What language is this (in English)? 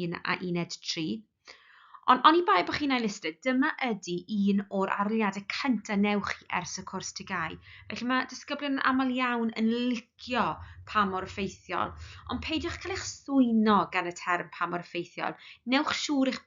Welsh